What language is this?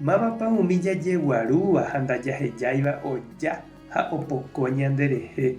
Guarani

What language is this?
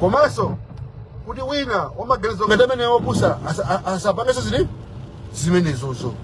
Nyanja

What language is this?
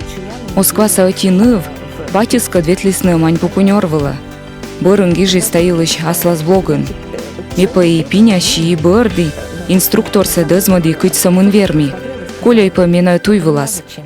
Komi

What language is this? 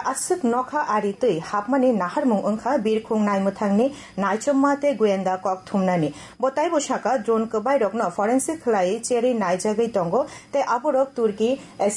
Kok Borok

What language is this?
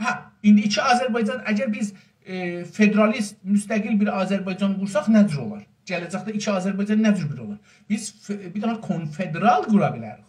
South Azerbaijani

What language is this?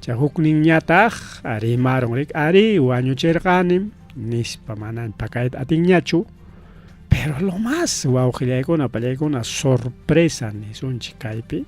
Ayacucho Quechua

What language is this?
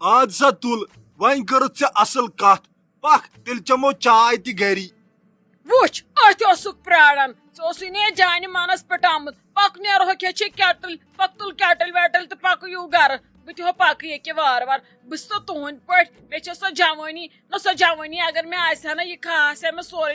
Kashmiri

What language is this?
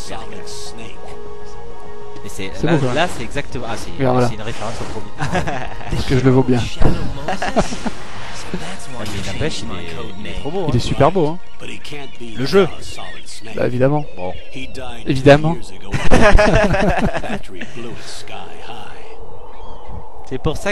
French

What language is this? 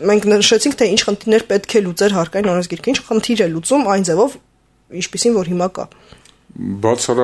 Armenian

